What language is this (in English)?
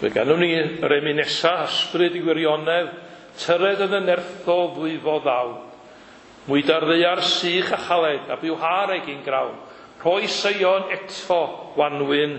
Welsh